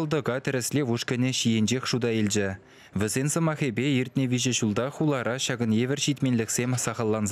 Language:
Chuvash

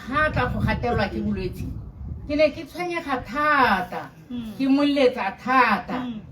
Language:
Tswana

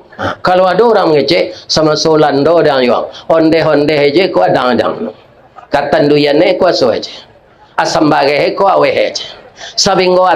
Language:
Minangkabau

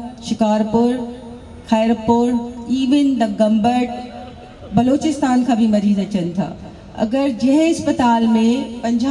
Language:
Sindhi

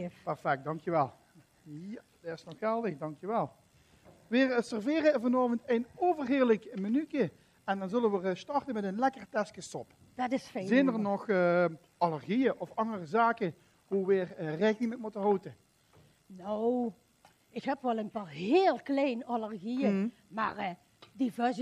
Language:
Limburgish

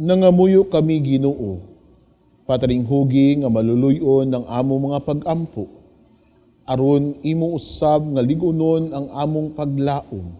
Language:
Cebuano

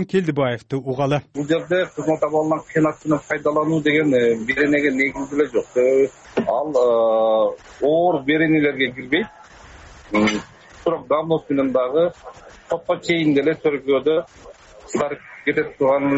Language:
Kyrgyz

